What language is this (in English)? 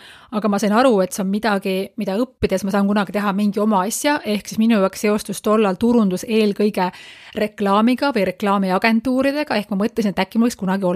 Estonian